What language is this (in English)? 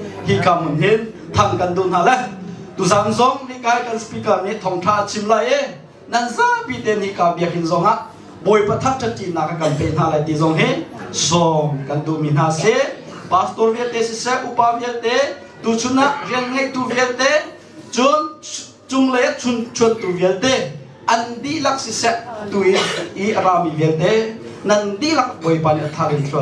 Hakha Chin